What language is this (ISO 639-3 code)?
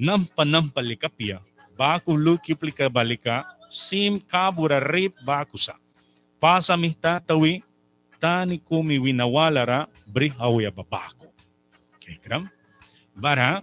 miq